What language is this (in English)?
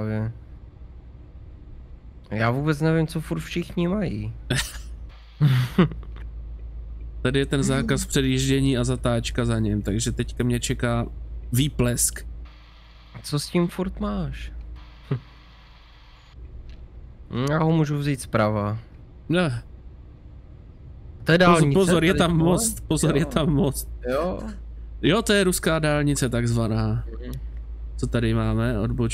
Czech